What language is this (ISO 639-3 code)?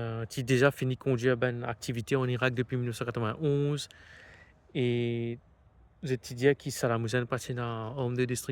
mfe